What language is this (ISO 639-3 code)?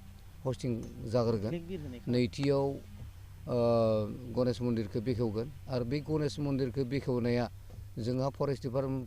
brx